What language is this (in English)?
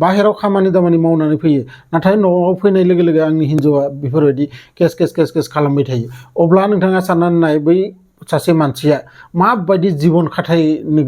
Bodo